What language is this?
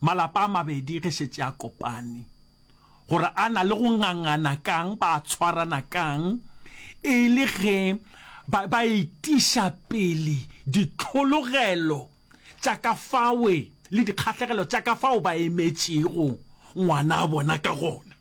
Northern Sotho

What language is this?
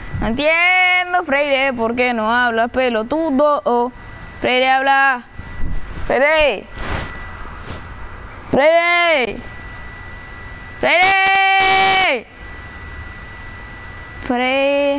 Spanish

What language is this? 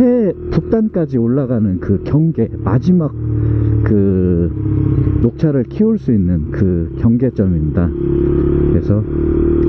Korean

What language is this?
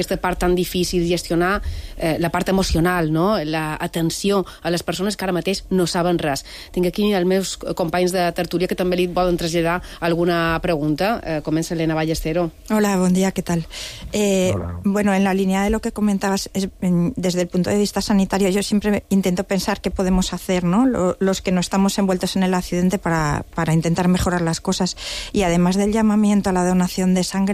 Catalan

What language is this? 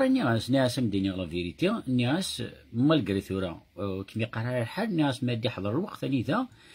Kabyle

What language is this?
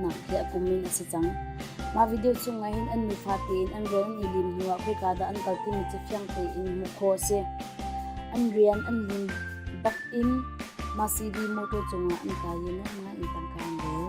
Hakha Chin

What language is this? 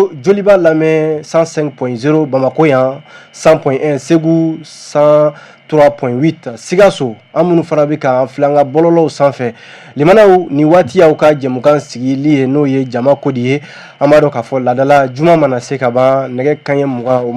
Bambara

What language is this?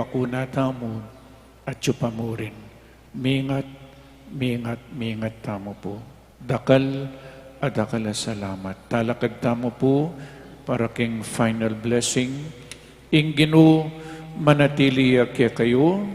Pampanga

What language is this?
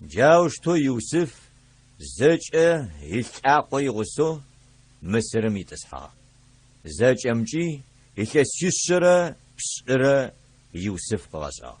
Adyghe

